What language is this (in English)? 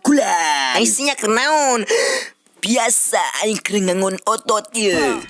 Sundanese